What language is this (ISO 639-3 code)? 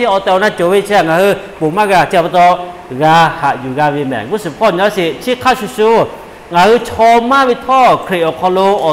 lhu